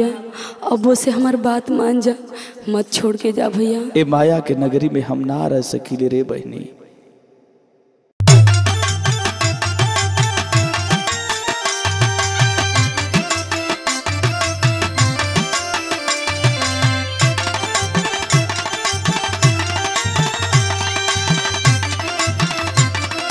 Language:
Bhojpuri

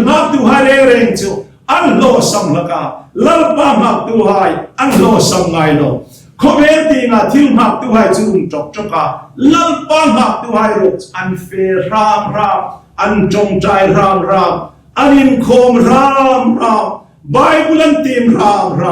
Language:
Hmar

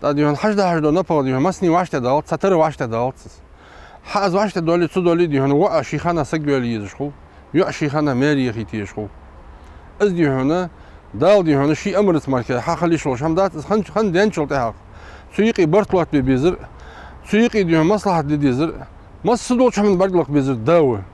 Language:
Ingush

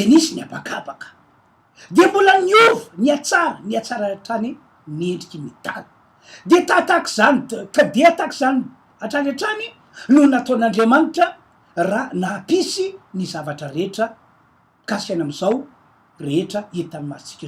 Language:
Malagasy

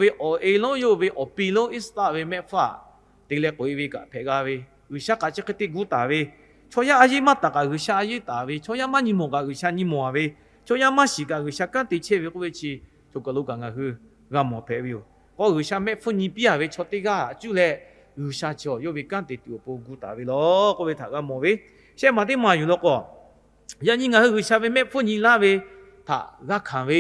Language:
Lahu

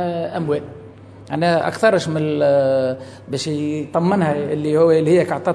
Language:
Tunisian Arabic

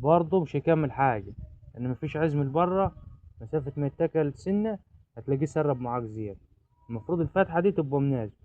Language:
Egyptian Arabic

